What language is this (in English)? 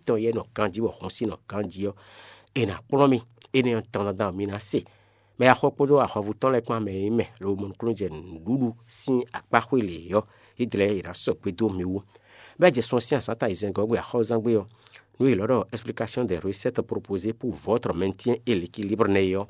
Fon